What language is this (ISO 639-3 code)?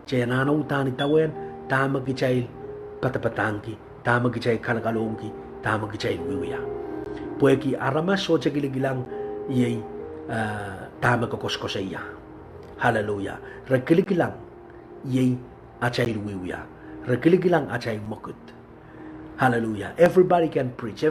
pon